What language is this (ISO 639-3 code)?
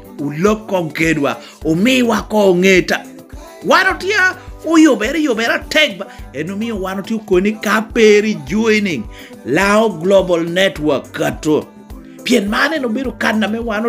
laj